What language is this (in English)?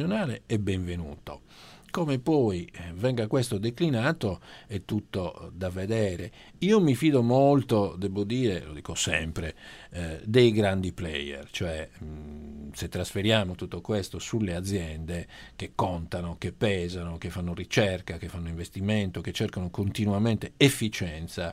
Italian